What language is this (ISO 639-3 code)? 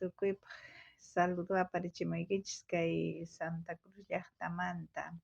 quh